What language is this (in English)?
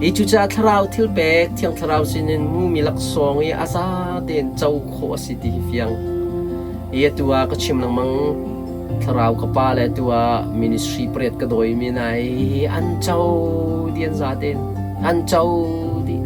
Hakha Chin